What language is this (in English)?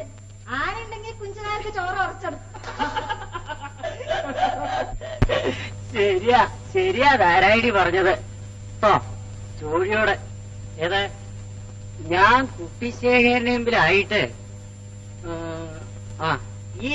Malayalam